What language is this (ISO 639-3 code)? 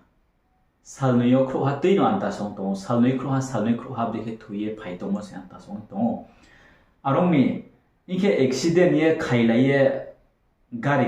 ria